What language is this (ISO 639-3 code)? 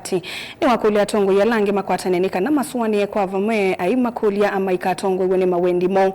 kam